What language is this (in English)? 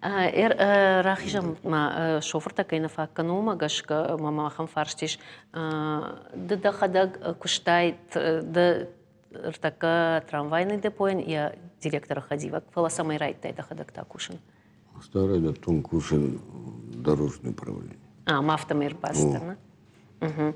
Ossetic